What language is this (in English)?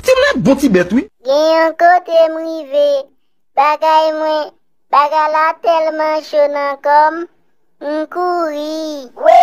Haitian Creole